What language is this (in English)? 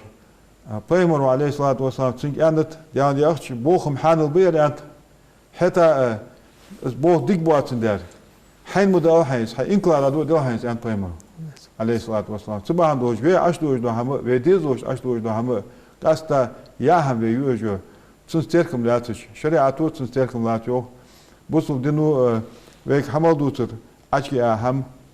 Ingush